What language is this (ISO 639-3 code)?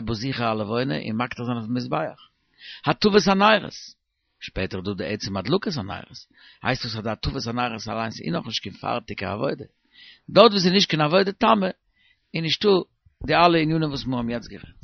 yid